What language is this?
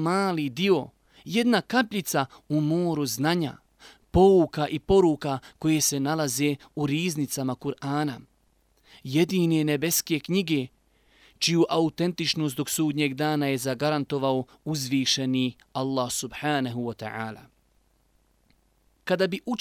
Bosnian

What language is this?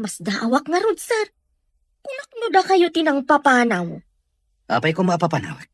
Iloko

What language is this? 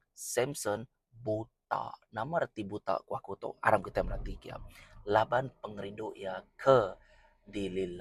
Iban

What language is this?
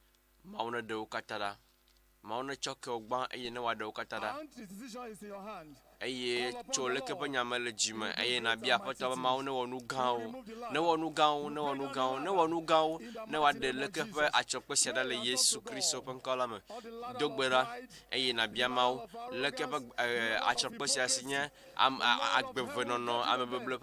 Ewe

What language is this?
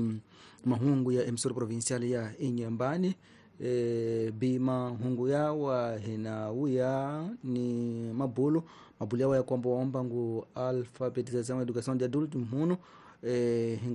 Tsonga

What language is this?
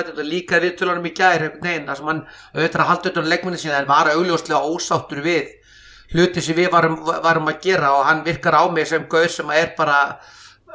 Icelandic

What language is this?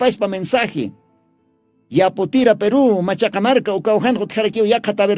Aymara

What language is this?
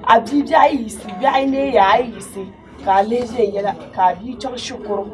Dagbani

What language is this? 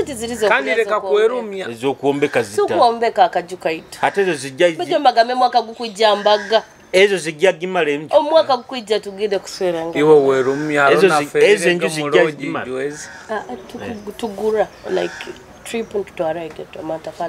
Nyoro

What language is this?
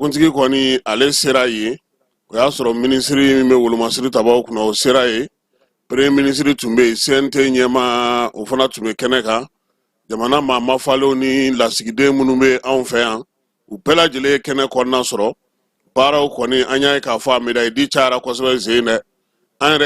Bambara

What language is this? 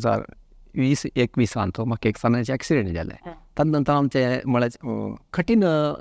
Konkani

